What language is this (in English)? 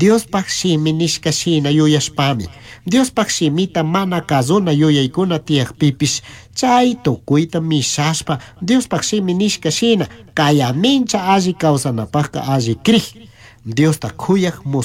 Chimborazo Highland Quichua